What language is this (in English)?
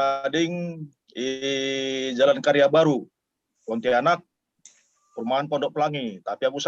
Batak Karo